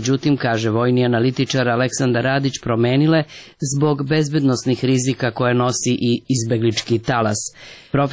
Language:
Serbian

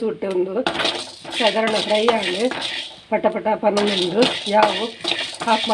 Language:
Tulu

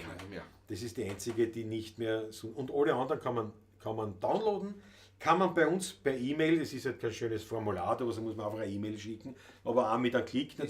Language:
Bavarian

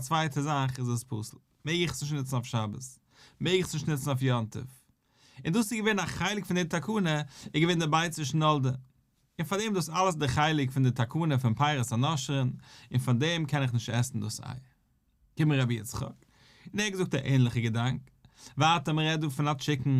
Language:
Yiddish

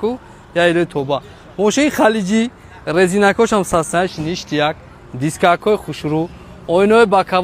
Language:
Tajik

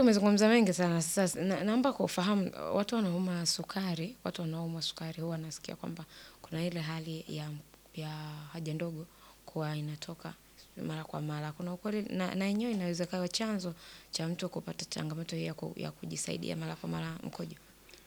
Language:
Swahili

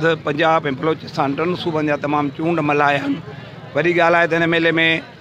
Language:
Sindhi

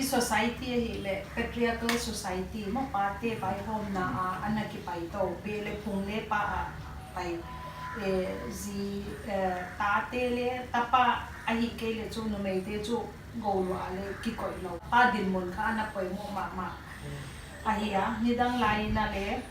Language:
Paite Chin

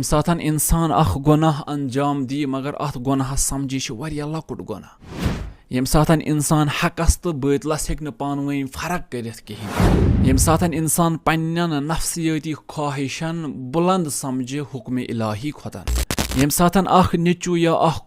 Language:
Kashmiri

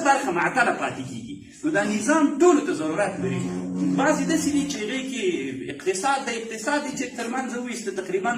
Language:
Pashto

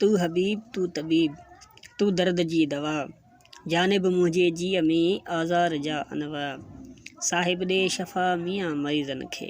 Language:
Sindhi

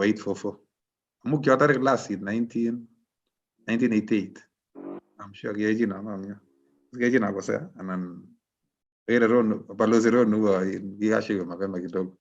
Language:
Kalenjin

